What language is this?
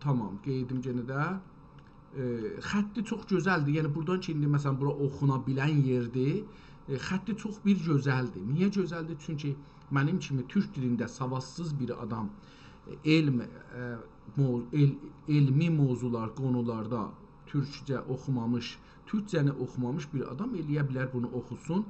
South Azerbaijani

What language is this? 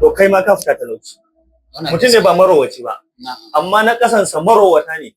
Hausa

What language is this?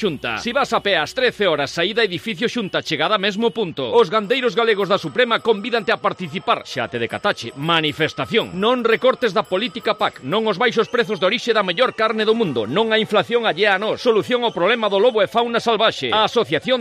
Galician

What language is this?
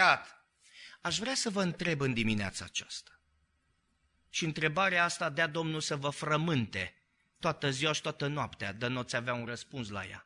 Romanian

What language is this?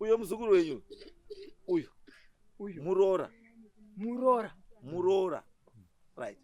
Shona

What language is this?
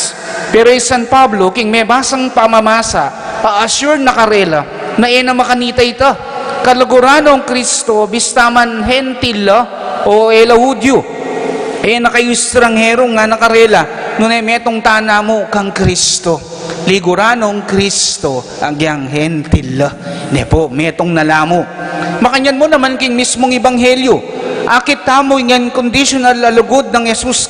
Pampanga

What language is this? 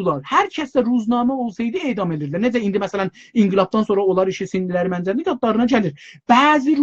South Azerbaijani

